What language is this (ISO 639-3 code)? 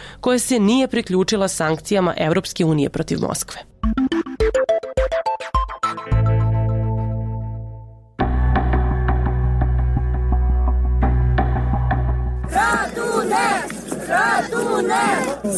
srp